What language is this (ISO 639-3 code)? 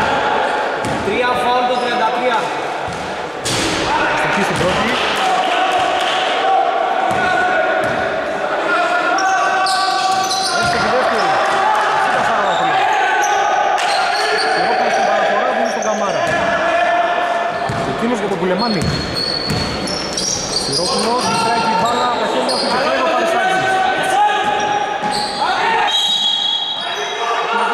ell